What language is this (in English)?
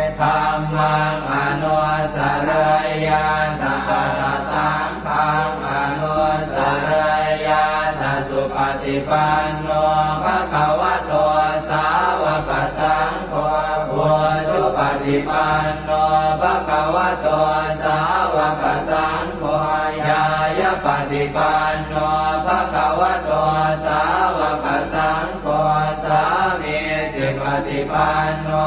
Pali